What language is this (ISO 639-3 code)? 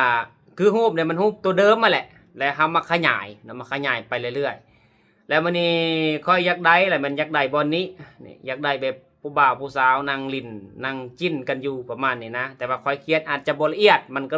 lao